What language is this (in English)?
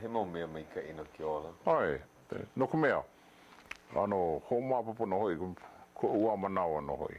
Hawaiian